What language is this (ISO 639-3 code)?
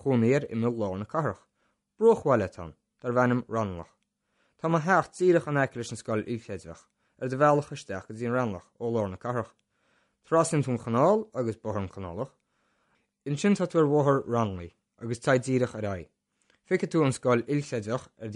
gle